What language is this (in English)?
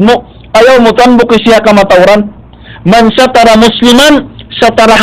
Tausug